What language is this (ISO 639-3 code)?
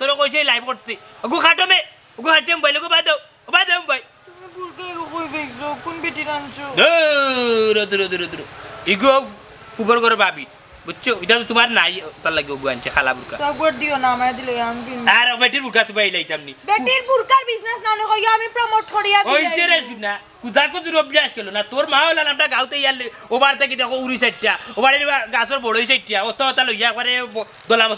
syl